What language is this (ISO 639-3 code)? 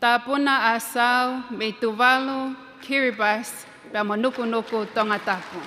ton